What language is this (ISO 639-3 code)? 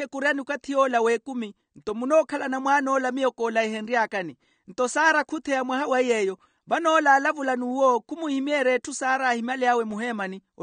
vmw